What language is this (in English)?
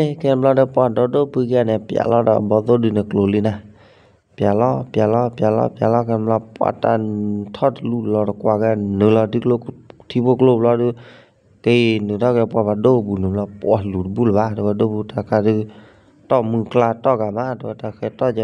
S'gaw Karen